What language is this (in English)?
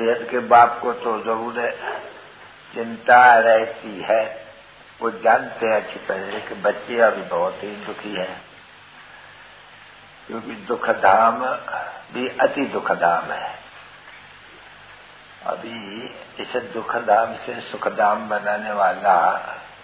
Hindi